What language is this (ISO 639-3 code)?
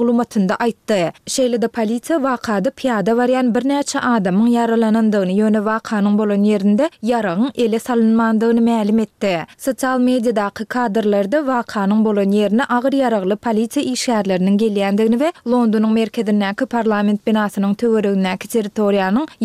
tuk